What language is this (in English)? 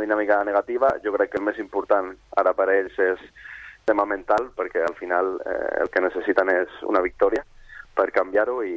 Catalan